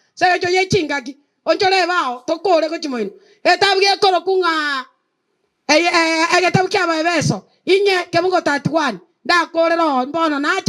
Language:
Gusii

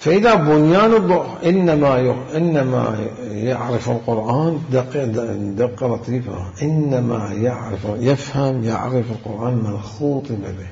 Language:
Mesopotamian Arabic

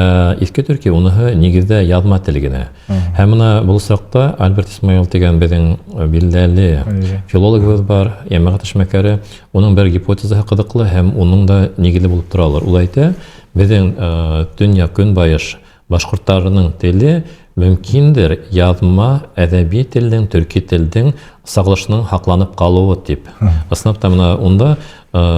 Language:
Bashkir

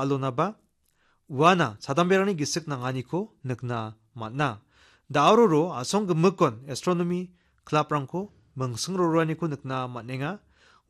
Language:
Garo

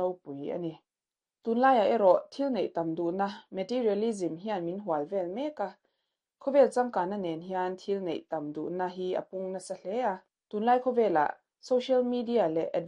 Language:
Mizo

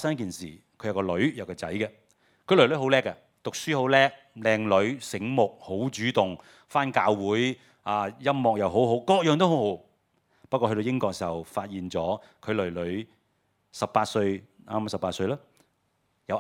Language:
Cantonese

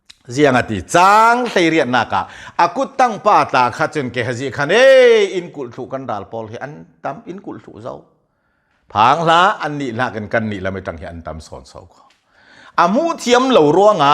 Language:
Hakha Chin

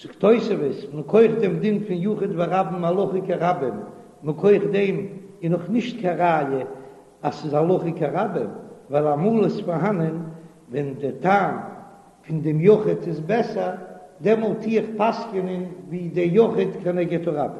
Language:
Yiddish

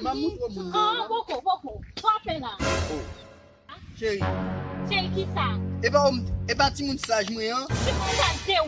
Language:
Haitian Creole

